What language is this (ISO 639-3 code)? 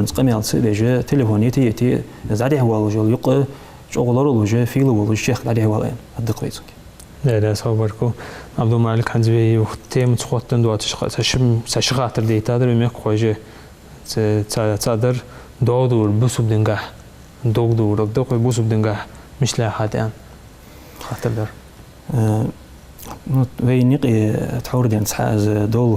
inh